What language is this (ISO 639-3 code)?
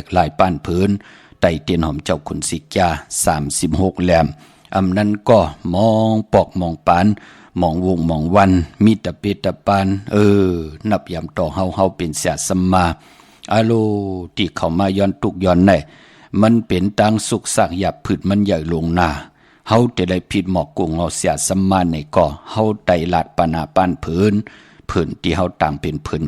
shn